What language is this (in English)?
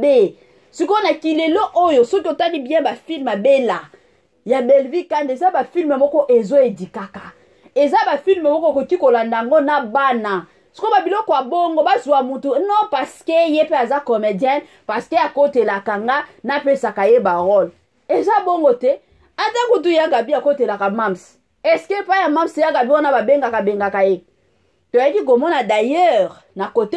Lingala